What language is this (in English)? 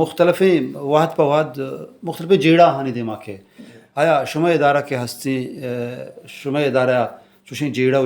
Baluchi